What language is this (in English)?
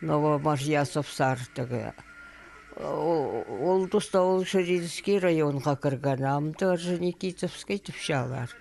Khakas